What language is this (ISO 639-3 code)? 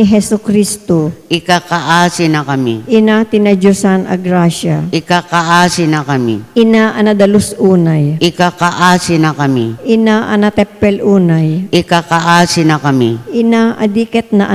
ilo